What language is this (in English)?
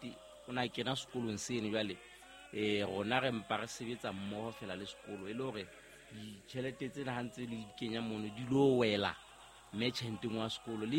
Southern Sotho